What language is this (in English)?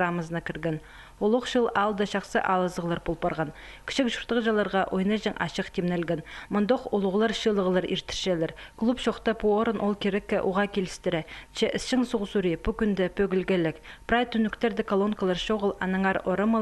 Khakas